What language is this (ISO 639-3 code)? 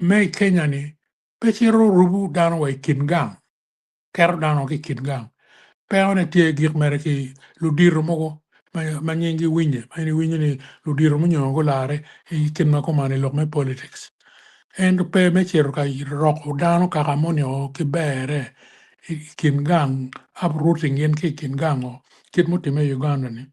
ach